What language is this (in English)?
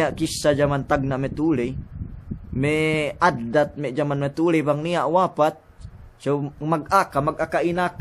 Yakan